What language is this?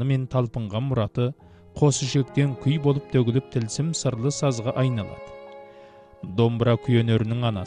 Kazakh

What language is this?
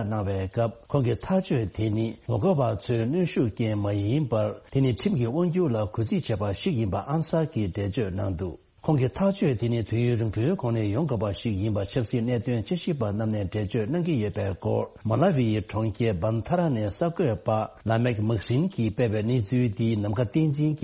Tibetan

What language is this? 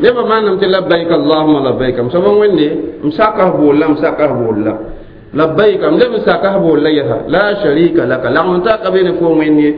Mossi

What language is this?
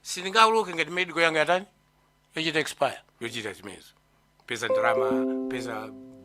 Nyanja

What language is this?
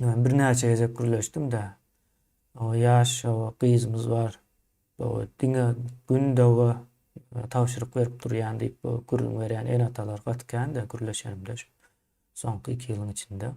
Turkmen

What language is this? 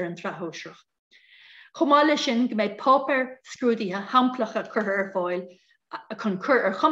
Irish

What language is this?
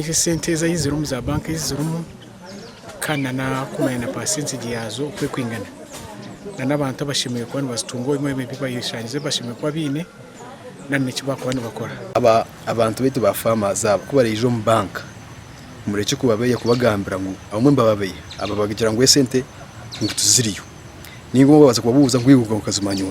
Nyankole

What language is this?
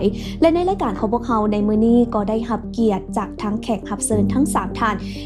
Lao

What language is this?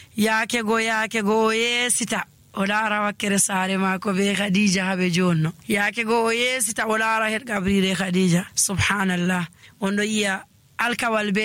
Nigerian Fulfulde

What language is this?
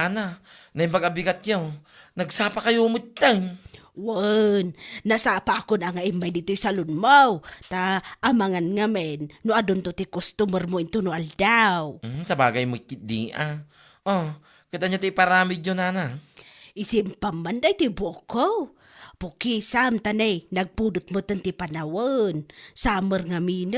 Iloko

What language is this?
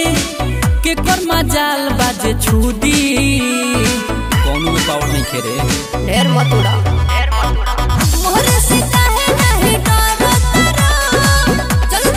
Bhojpuri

